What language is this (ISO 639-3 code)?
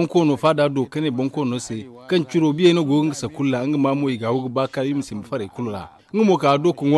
dje